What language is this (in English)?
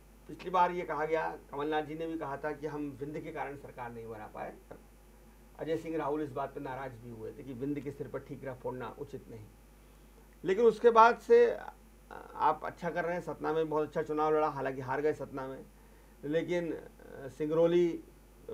Hindi